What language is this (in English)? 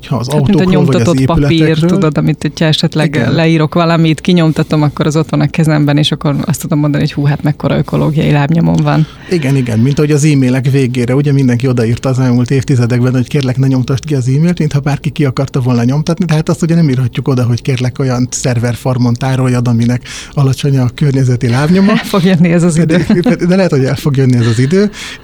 Hungarian